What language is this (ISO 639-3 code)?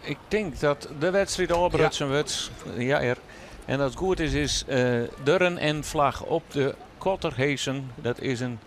fry